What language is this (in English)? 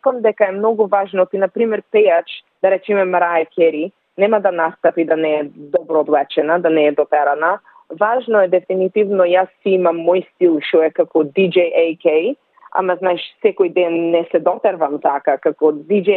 Macedonian